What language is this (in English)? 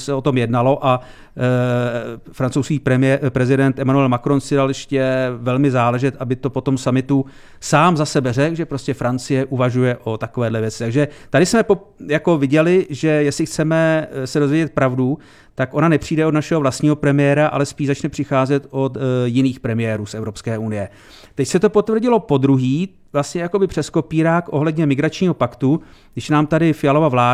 Czech